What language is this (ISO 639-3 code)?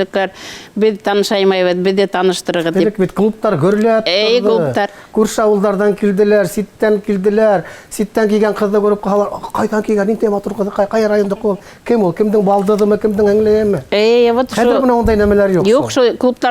bak